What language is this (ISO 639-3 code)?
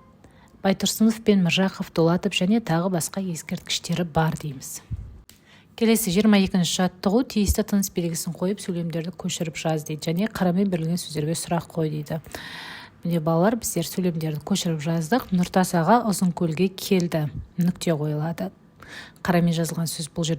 kaz